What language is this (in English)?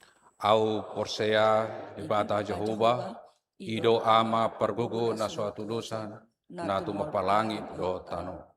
Batak Toba